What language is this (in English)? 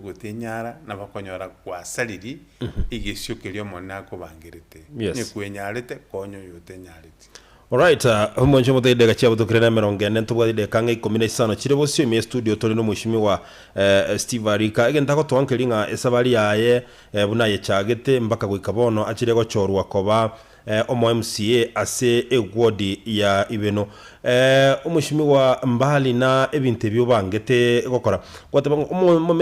Gusii